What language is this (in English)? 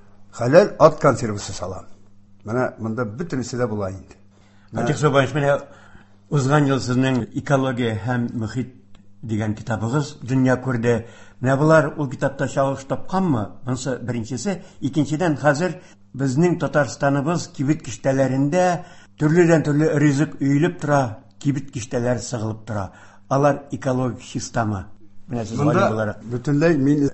Tatar